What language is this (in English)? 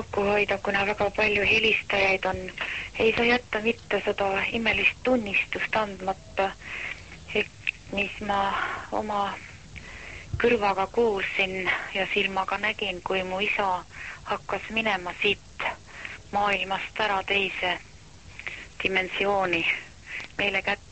Estonian